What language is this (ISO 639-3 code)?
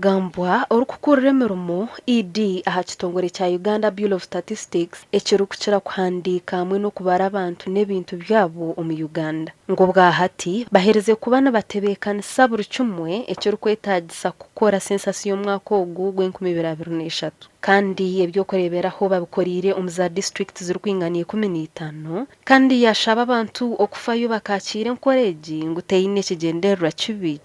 nyn